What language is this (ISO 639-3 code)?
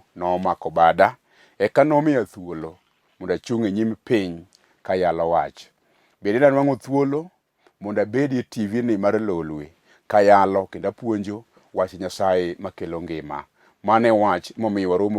luo